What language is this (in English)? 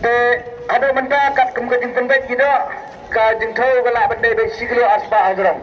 Khasi